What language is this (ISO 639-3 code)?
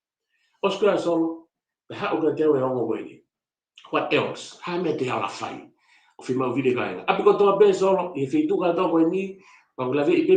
ton